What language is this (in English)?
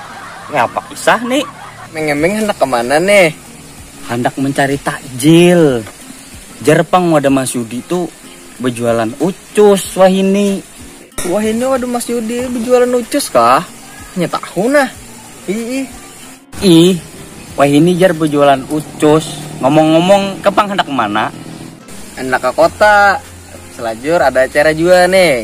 Banjar